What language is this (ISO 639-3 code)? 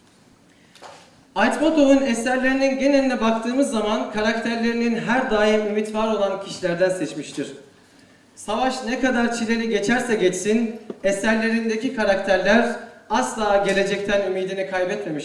tur